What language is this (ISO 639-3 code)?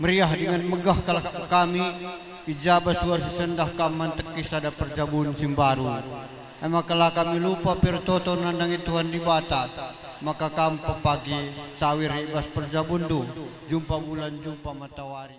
btx